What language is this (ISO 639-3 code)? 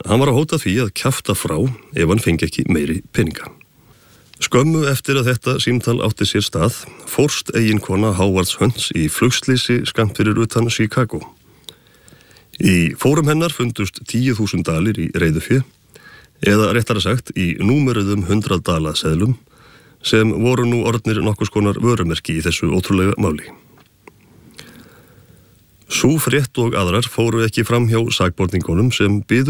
isl